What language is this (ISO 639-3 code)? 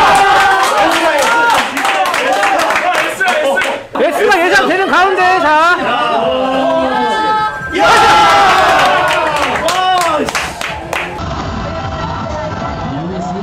kor